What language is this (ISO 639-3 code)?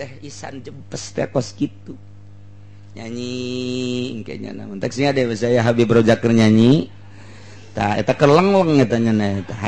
sun